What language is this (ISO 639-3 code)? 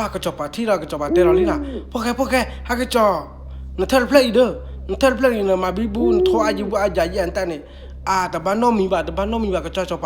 ksw